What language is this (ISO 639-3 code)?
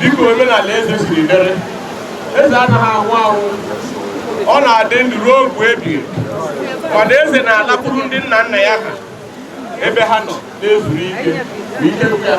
ibo